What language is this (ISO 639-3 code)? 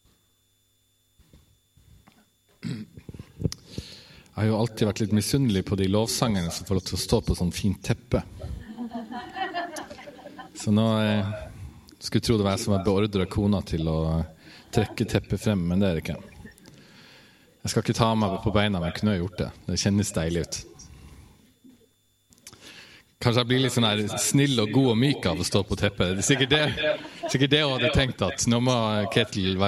nor